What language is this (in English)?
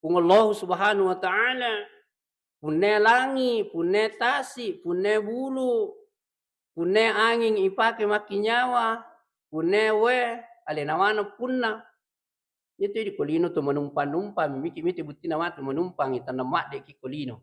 Buginese